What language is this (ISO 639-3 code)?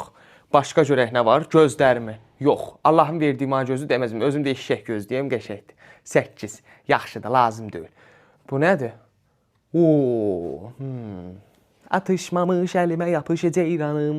aze